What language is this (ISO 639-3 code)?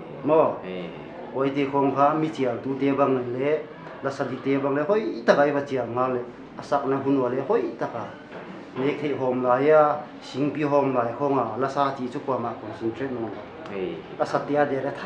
pck